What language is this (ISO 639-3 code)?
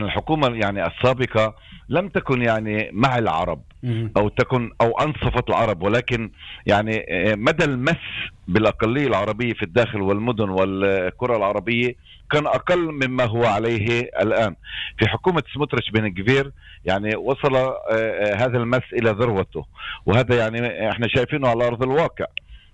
apc